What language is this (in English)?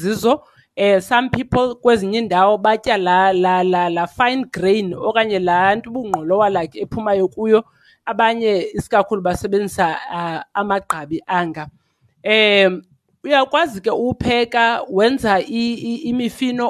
Xhosa